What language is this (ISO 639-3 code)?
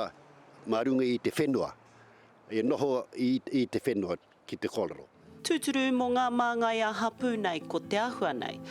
mri